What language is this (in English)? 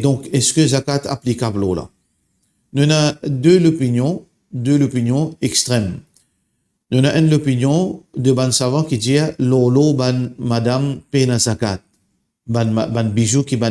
Morisyen